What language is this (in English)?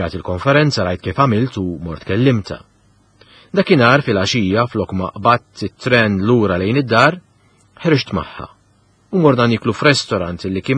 Maltese